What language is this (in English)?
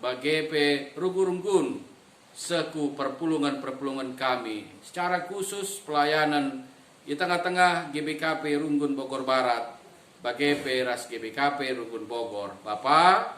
Batak Karo